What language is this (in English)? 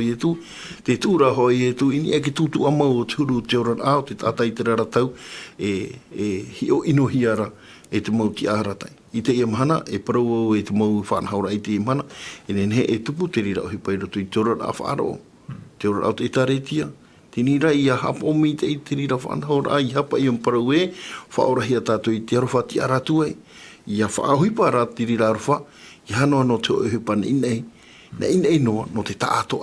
Tahitian